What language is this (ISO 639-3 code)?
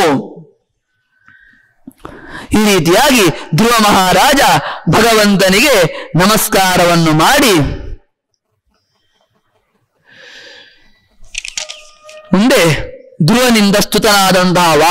kan